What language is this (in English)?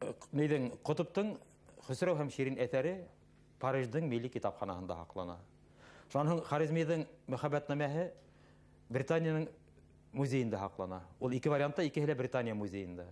Bashkir